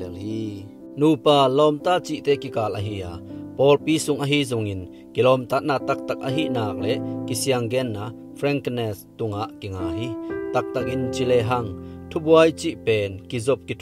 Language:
Tedim Chin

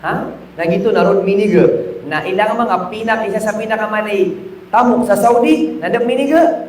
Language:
Maranao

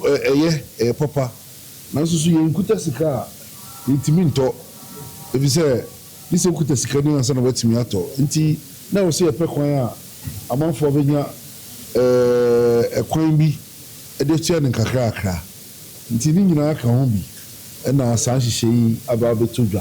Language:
Akan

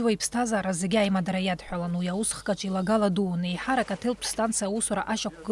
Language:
Abkhazian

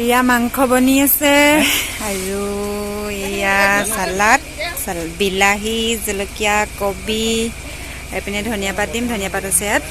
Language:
Assamese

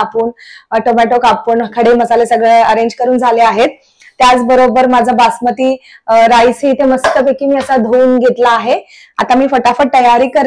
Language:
Marathi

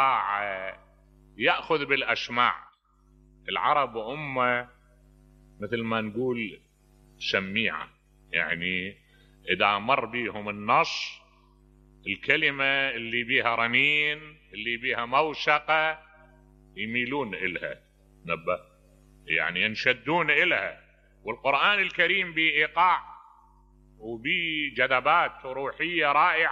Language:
Mesopotamian Arabic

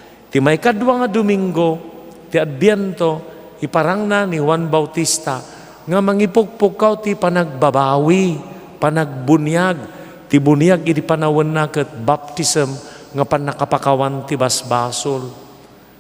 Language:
Iloko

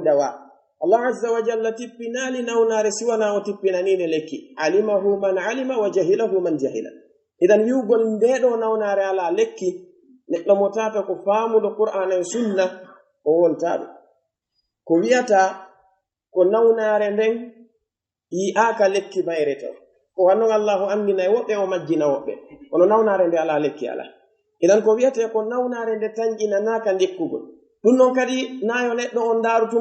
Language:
Pular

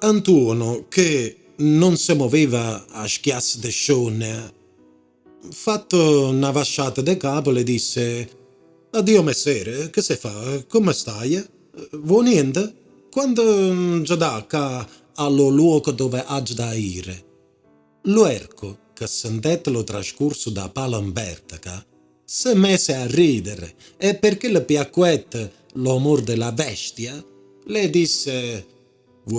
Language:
Neapolitan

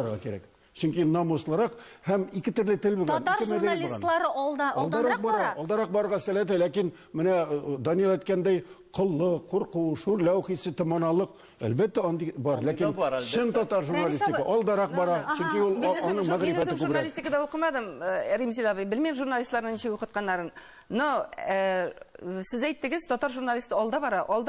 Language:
Tatar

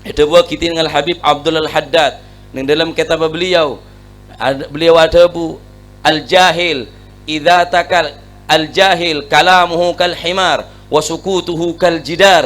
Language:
Madurese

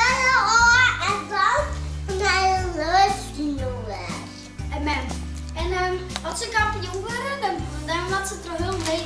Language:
Western Frisian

